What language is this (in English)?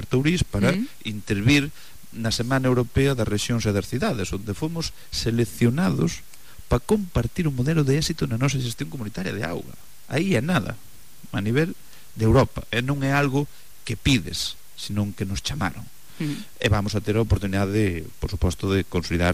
Galician